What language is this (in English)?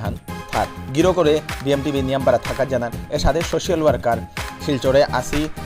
Bishnupriya